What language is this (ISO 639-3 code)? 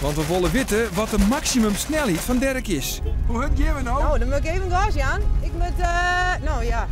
fry